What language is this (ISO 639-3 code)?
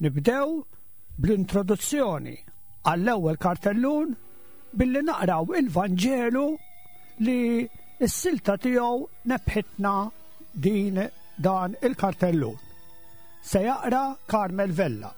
mlt